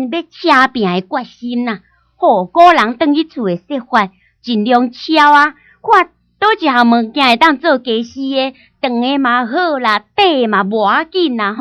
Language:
Min Nan Chinese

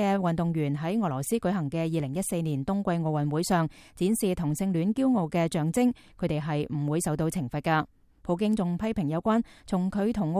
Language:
Cantonese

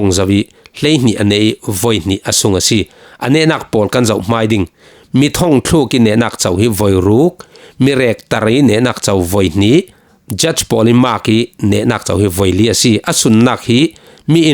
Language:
Falam Chin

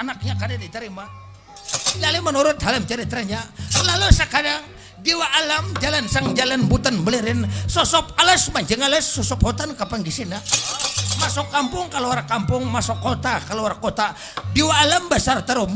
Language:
Banjar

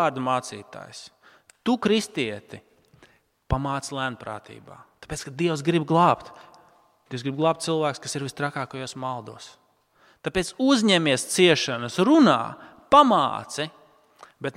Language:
Latvian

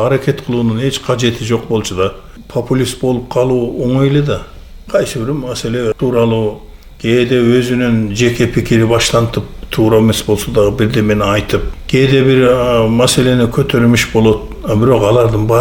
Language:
Kyrgyz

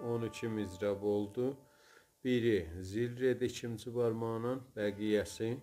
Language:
South Azerbaijani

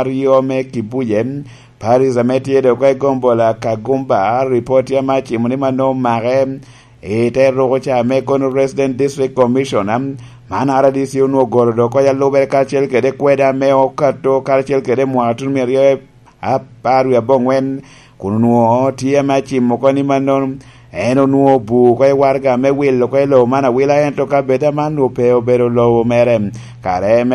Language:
Lango (Uganda)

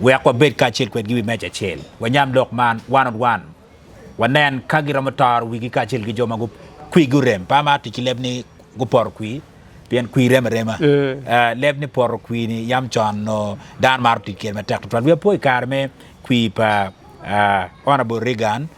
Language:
Acoli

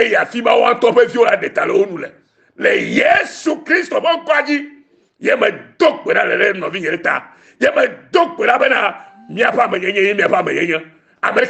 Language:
Ewe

